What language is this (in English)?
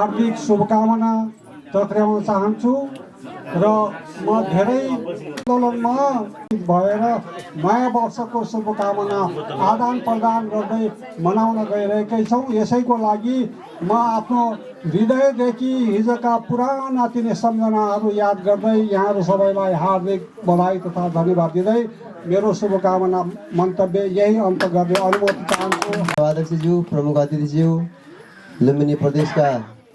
Nepali